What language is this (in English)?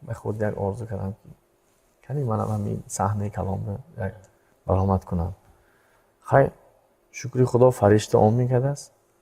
Tajik